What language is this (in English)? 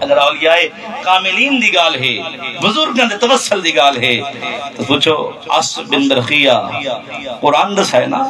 Saraiki